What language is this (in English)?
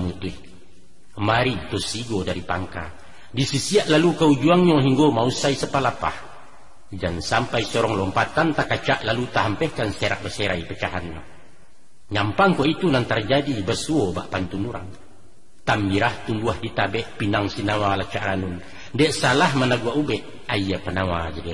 Minangkabau